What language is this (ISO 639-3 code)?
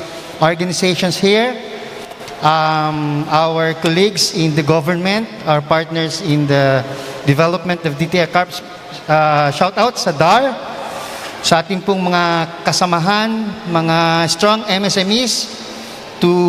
bik